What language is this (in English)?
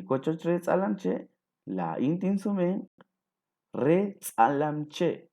Kekchí